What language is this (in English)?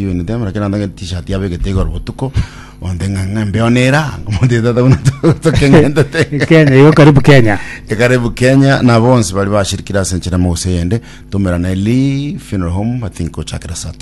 Gusii